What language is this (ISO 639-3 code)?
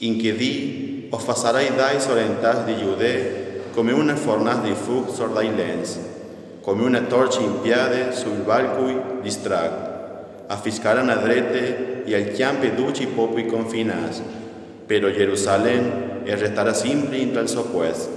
fur